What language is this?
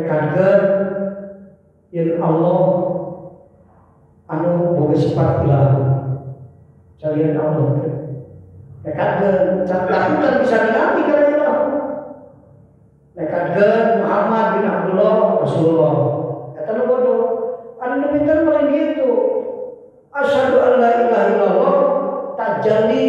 Sundanese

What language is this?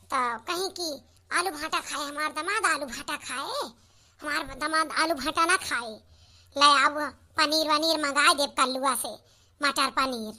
Awadhi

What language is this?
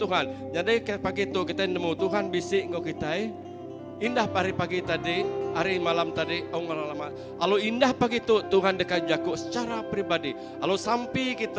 Iban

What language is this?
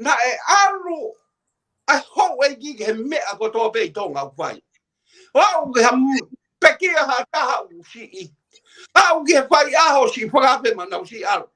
Tongan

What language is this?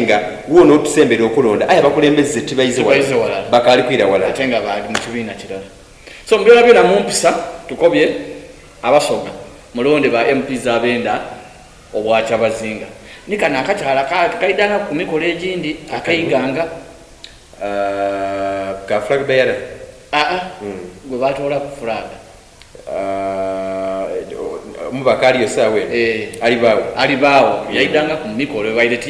Soga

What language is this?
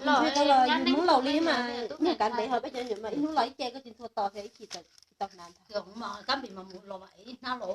Hmong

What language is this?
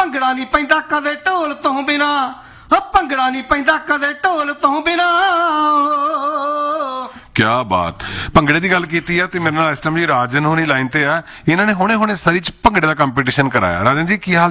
Punjabi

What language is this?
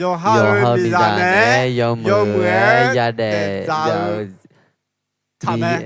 Akha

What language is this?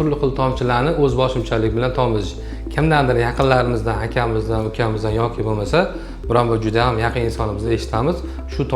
Uzbek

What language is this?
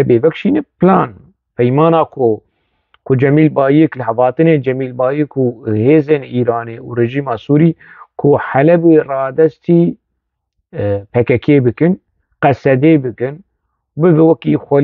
Kurdish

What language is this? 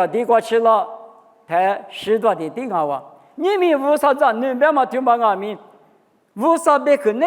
Lisu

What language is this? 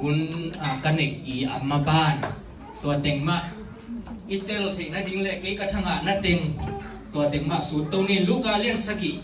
Tedim Chin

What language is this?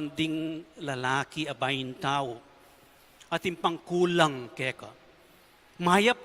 Pampanga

